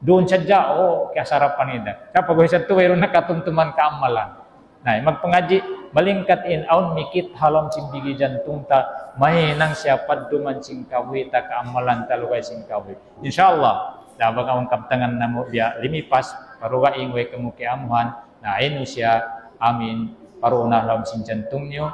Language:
Tausug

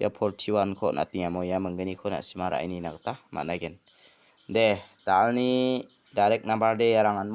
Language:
Garo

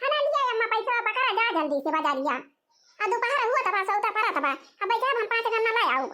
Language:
Awadhi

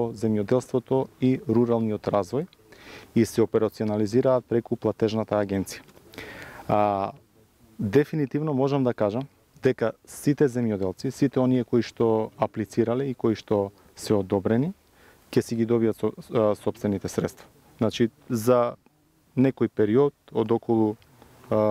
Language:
Macedonian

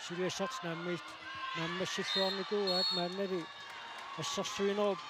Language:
Kalaallisut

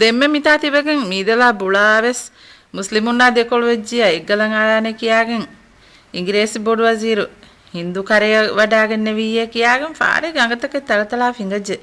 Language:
Divehi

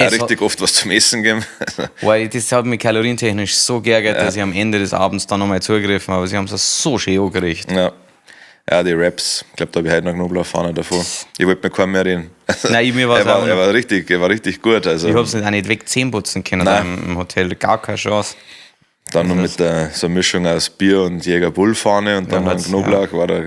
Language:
Bavarian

